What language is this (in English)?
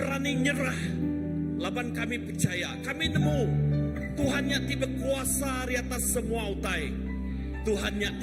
Iban